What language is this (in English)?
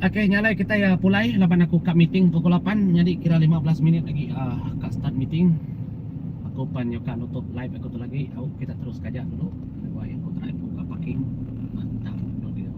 Iban